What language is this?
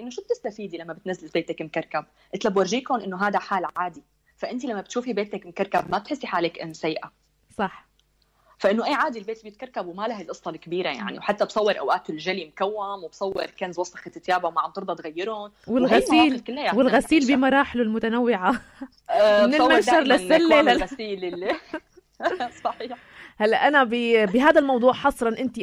North Levantine Arabic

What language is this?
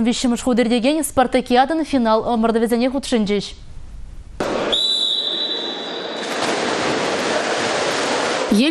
Chuvash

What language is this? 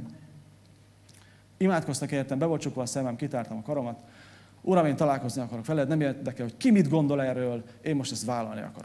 Hungarian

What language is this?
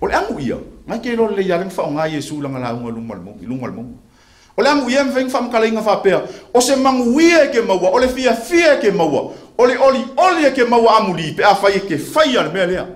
Samoan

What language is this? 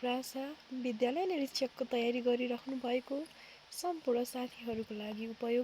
Nepali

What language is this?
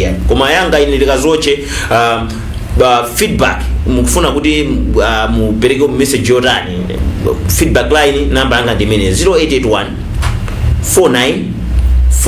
Nyanja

